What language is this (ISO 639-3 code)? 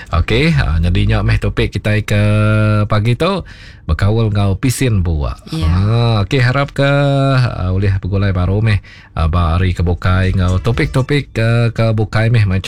iba